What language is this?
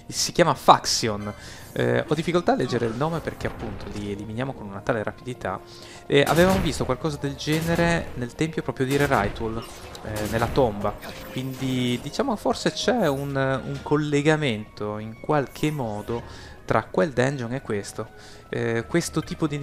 Italian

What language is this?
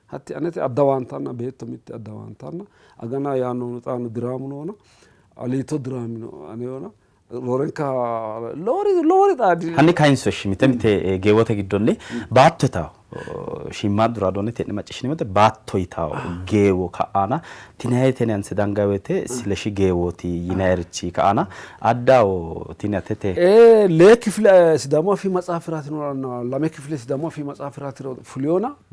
Sidamo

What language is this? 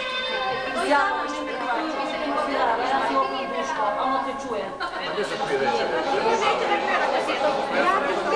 Serbian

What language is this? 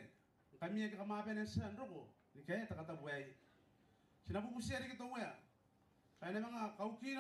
Gilbertese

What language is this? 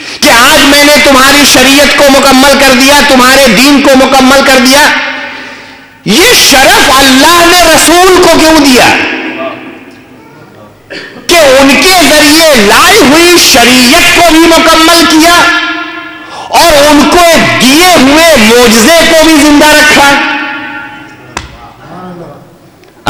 Urdu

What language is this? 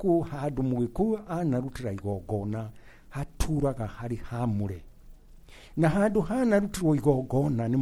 Kikuyu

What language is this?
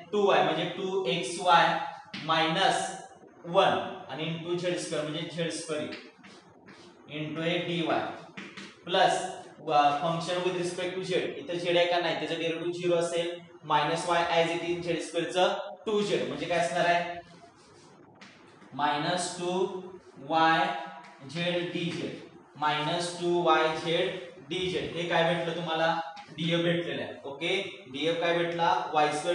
Marathi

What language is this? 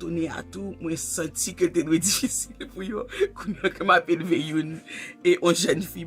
Haitian Creole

